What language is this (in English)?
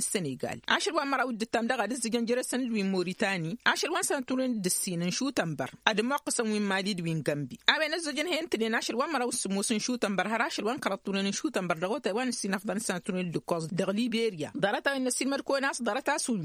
Tamasheq